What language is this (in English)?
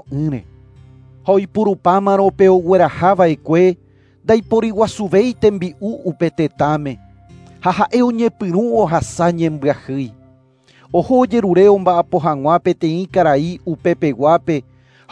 Guarani